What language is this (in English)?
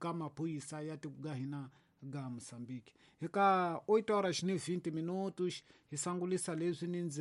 Tsonga